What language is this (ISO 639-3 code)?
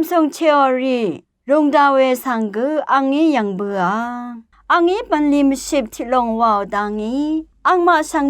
raw